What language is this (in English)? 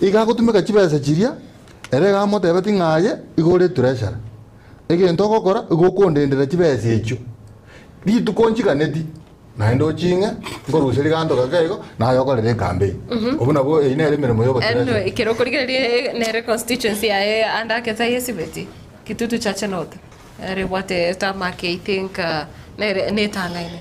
Gusii